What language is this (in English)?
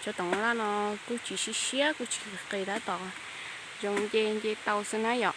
Hmong